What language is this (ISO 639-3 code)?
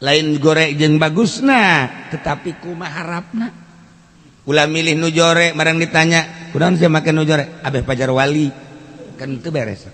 sun